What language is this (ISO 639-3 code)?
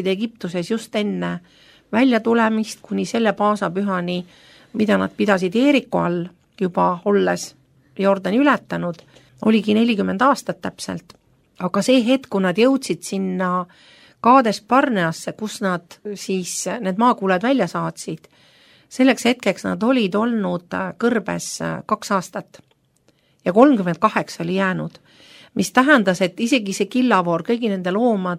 est